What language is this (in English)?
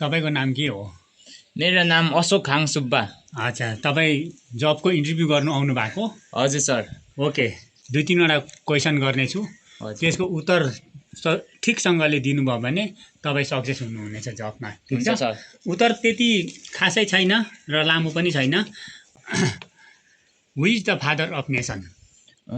Nepali